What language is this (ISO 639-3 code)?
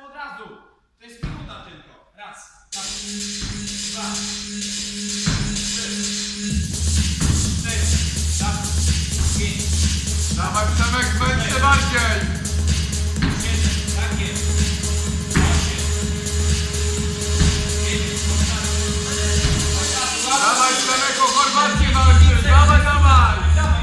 pol